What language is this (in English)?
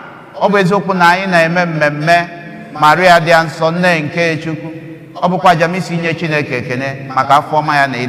Igbo